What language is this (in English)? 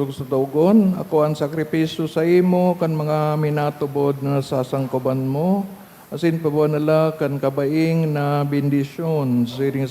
Bikol